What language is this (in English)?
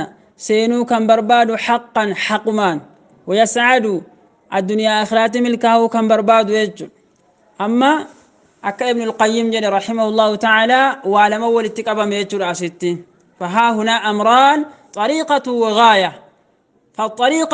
Oromo